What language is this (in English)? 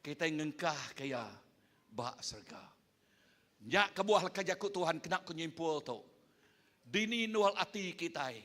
Iban